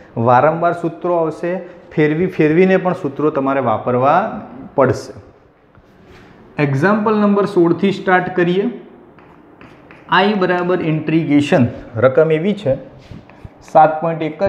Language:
Gujarati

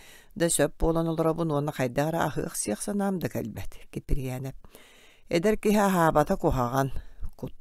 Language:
Yakut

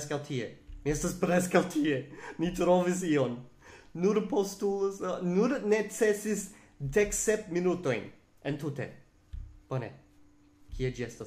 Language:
Esperanto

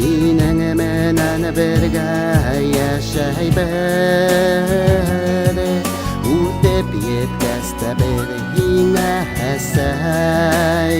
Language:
Bashkir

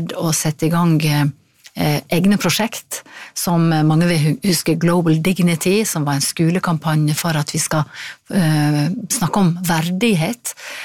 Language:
Norwegian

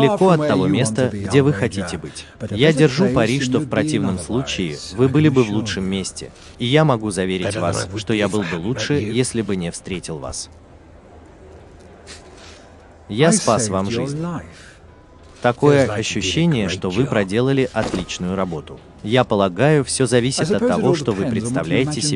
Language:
Russian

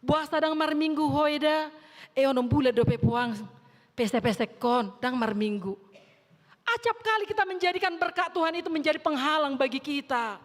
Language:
Batak Toba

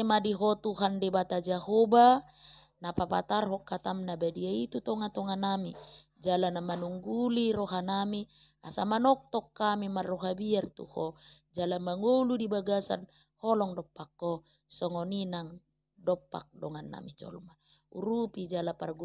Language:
Batak Toba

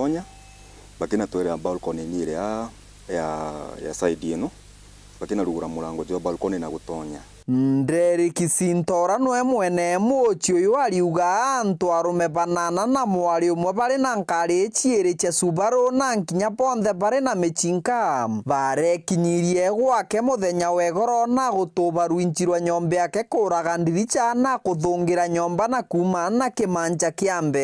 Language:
Meru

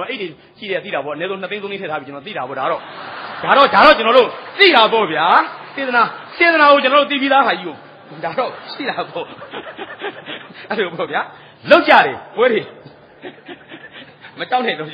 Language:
Burmese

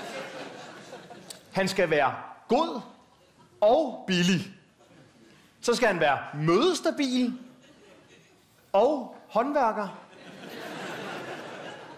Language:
Danish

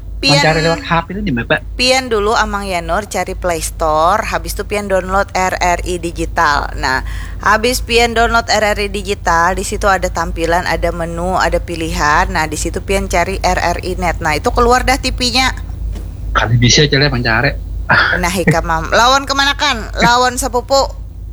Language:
Banjar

